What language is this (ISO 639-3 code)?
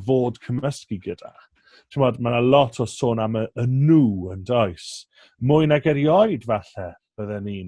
cym